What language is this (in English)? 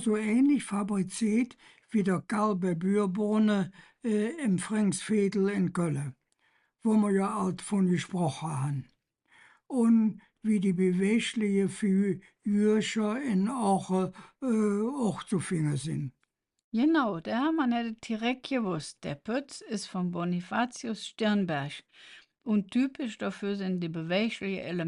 Colognian